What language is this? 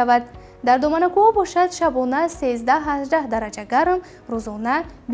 Tajik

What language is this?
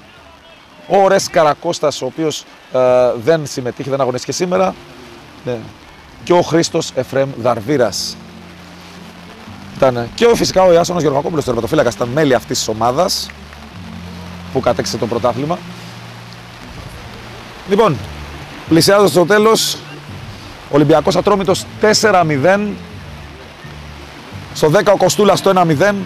Greek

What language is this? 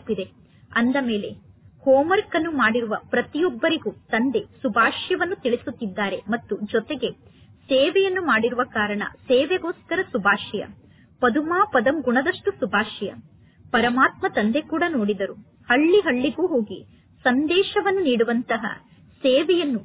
Kannada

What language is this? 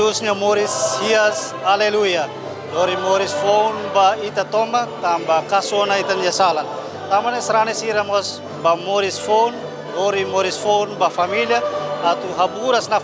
Tetum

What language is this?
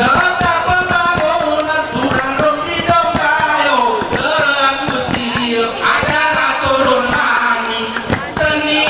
Gayo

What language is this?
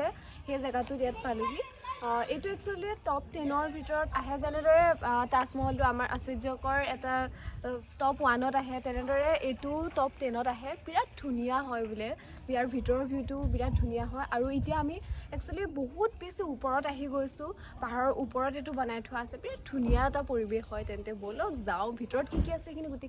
Assamese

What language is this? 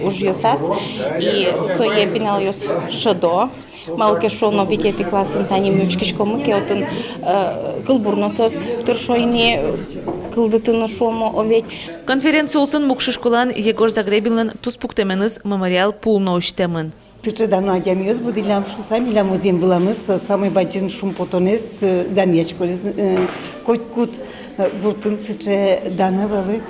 Udmurt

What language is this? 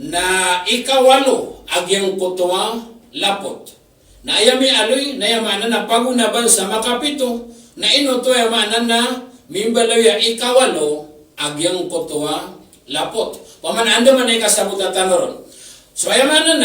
Maranao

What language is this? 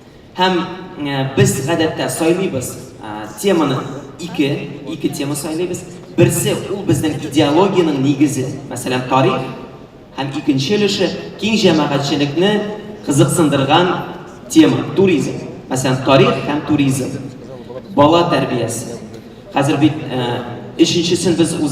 Tatar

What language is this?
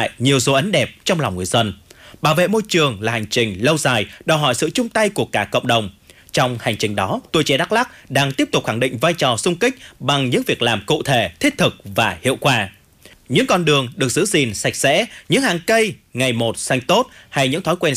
Vietnamese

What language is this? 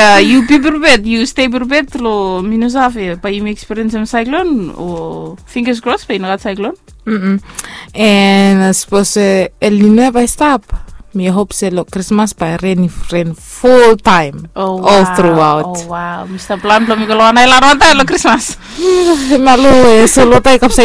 Bislama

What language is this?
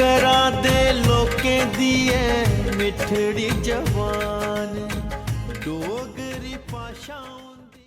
Dogri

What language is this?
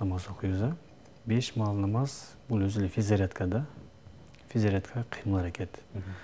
Kyrgyz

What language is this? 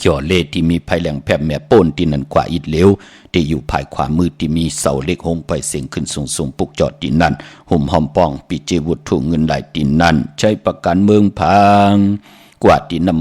Shan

